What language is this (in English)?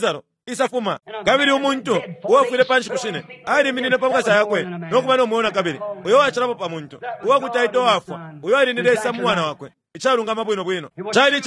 Bemba